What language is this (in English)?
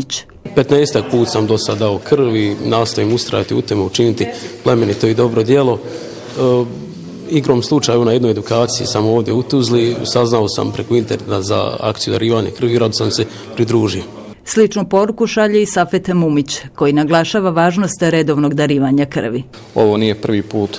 Bosnian